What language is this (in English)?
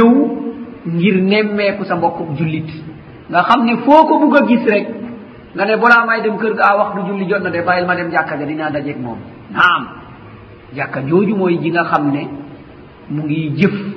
Wolof